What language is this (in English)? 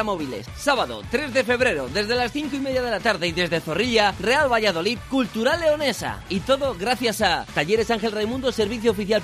Spanish